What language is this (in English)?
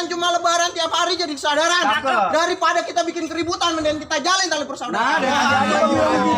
Betawi